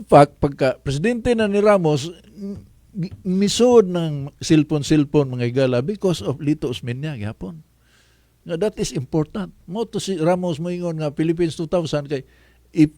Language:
Cebuano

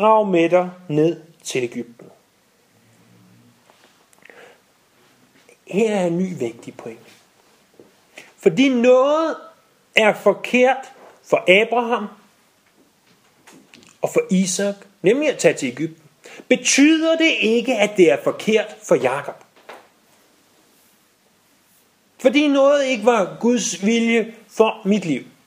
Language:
Danish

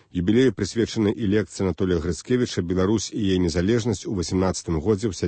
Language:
Belarusian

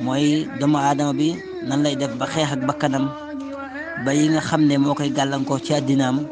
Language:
Wolof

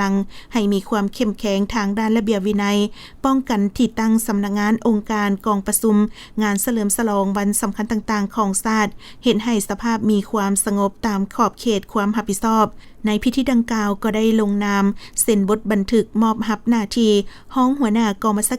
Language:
Lao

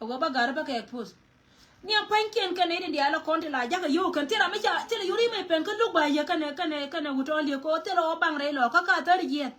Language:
Nuer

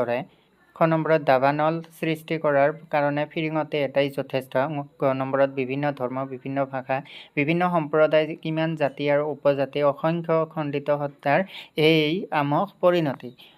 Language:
Assamese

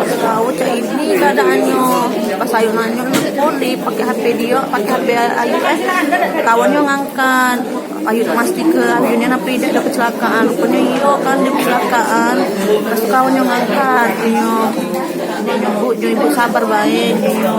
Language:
Musi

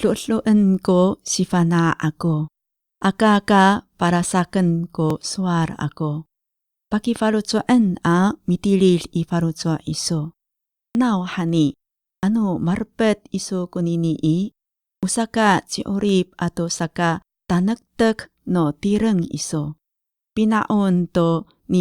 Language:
Amis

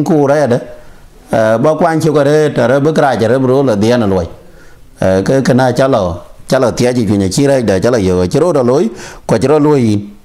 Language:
Dinka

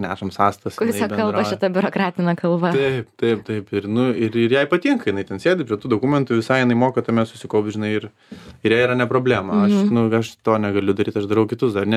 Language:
Lithuanian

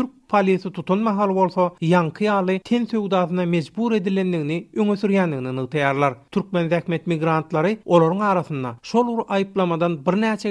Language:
Turkmen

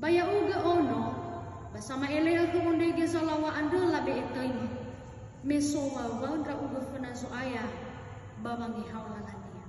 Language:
Nias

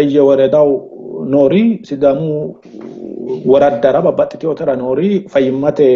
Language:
Sidamo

